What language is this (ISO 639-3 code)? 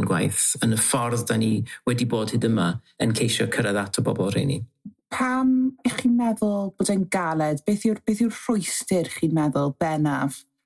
cym